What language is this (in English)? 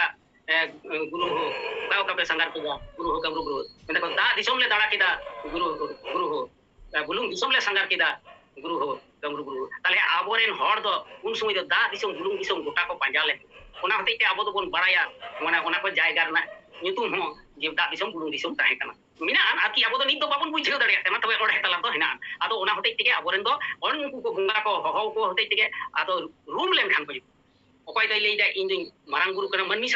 Santali